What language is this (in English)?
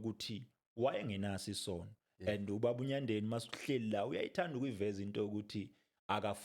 Zulu